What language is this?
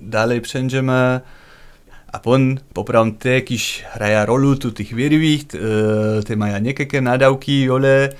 Upper Sorbian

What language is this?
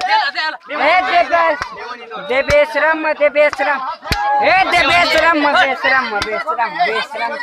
Chhattisgarhi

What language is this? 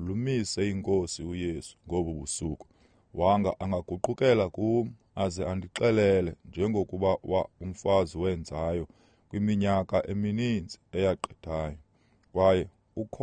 Xhosa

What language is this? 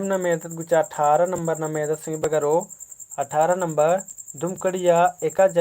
Kurukh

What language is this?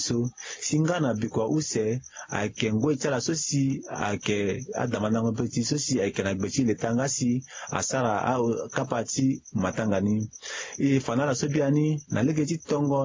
Sango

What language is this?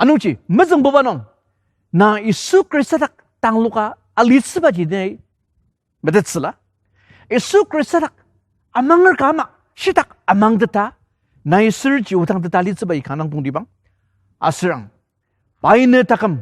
Ao Naga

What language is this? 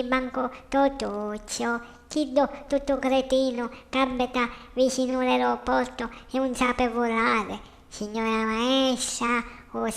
Sicilian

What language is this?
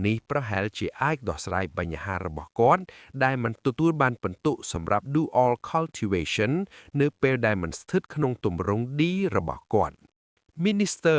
Khmer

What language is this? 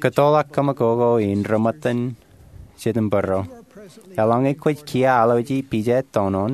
Marshallese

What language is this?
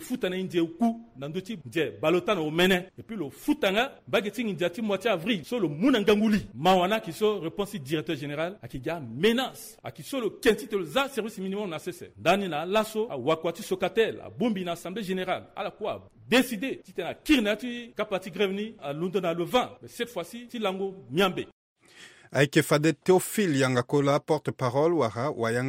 Sango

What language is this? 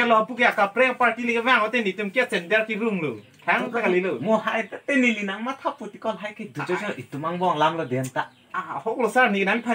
Karbi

